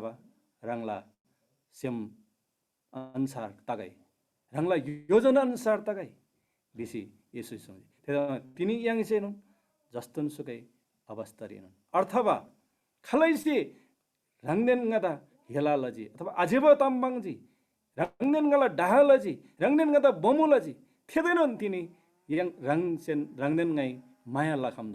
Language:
Eastern Tamang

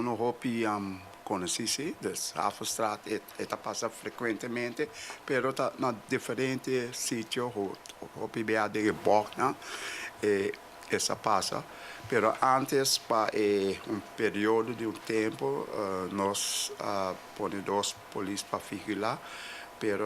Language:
Papiamento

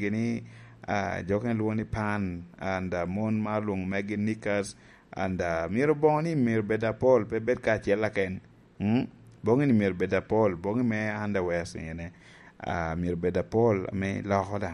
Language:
Lango (Uganda)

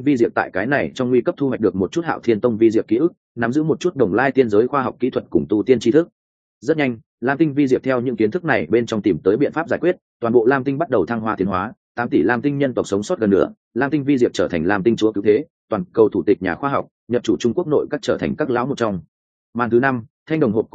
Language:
Vietnamese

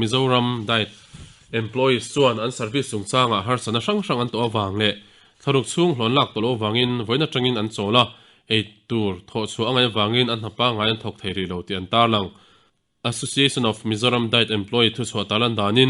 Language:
Mizo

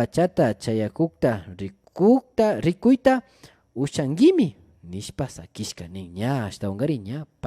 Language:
Imbabura Highland Quichua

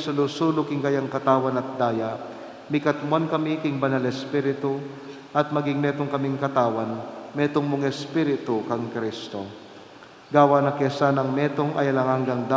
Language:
Pampanga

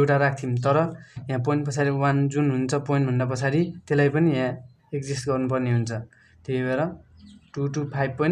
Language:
Nepali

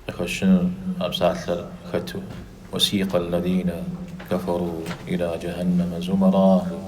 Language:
Kabardian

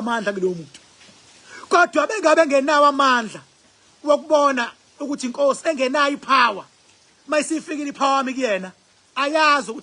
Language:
Zulu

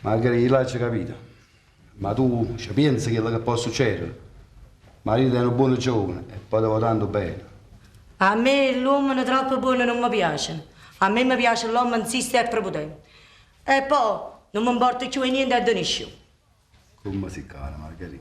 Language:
Neapolitan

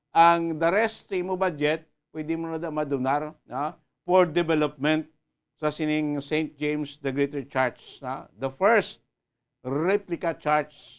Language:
Hiligaynon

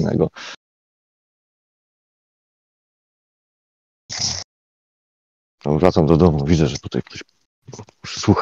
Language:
Polish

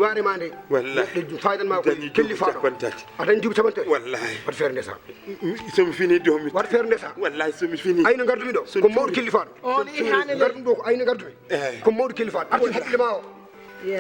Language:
Fula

